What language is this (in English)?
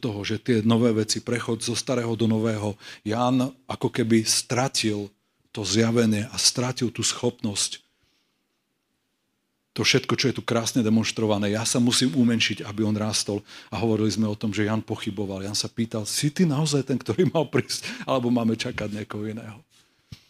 Slovak